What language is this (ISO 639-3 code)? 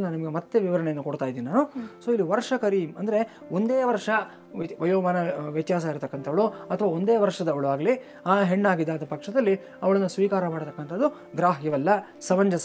kan